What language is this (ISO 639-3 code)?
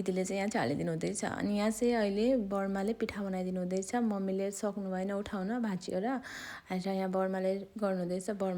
nep